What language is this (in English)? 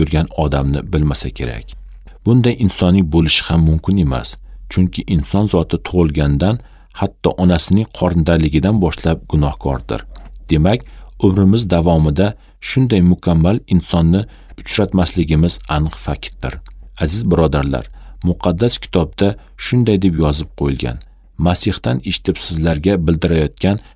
Uzbek